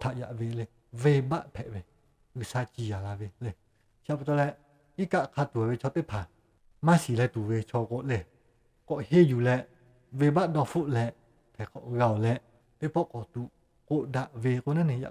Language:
Lahu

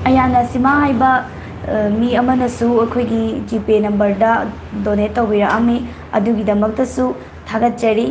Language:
Manipuri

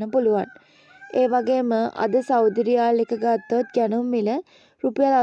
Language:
Sinhala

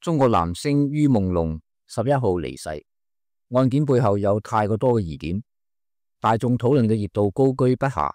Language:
Cantonese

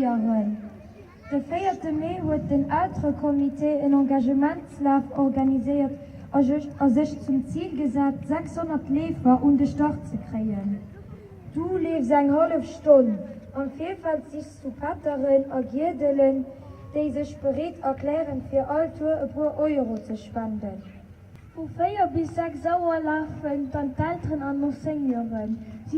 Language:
Luxembourgish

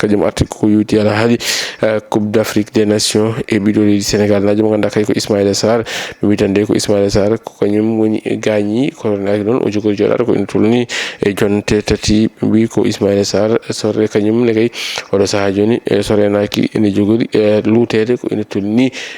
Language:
Fula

